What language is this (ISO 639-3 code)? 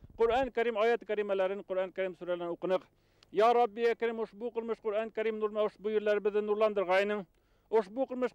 bak